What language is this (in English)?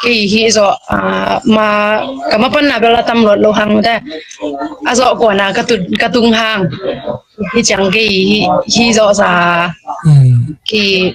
Tedim Chin